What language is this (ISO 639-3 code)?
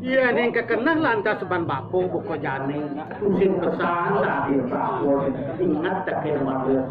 ban